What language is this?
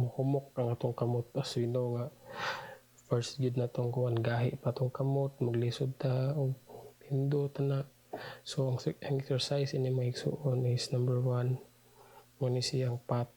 Cebuano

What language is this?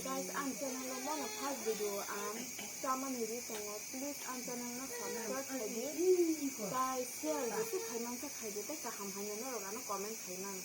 Kok Borok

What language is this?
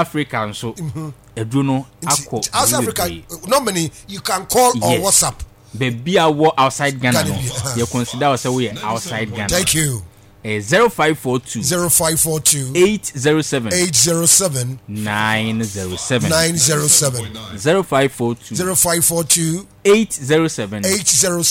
Akan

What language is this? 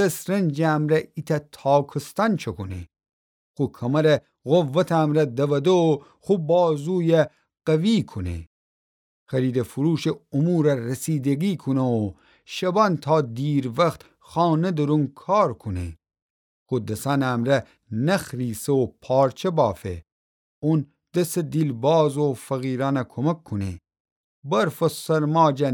Gilaki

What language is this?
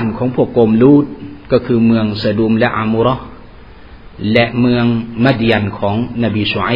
Thai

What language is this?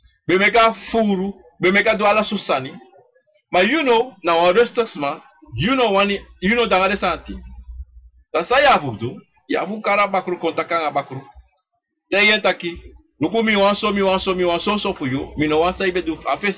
Sranan Tongo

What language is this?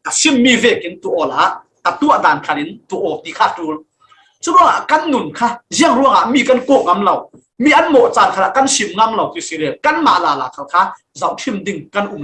Falam Chin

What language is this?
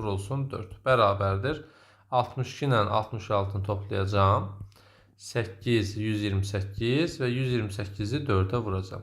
Azerbaijani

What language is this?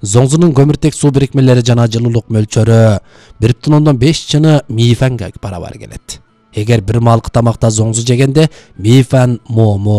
Kyrgyz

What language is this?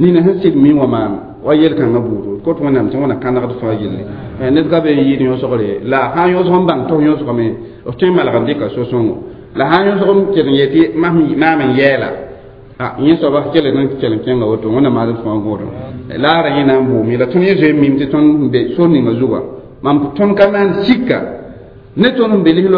Mossi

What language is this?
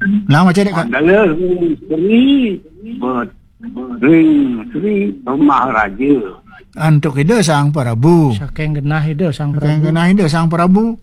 Balinese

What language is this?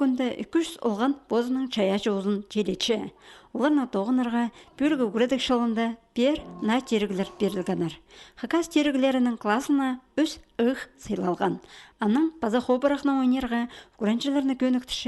Khakas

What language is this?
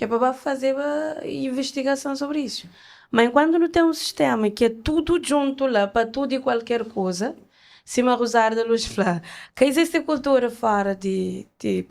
Kabuverdianu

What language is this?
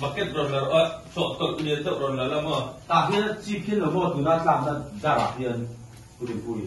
Mizo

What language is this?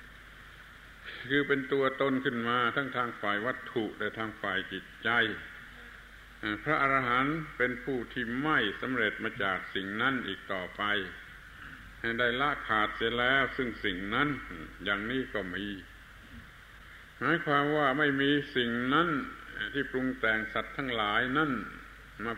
Thai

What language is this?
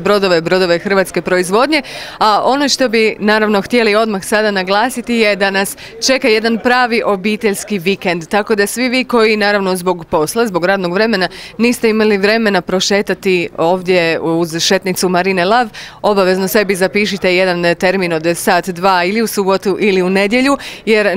Croatian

